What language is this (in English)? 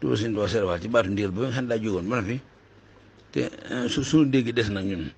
Wolof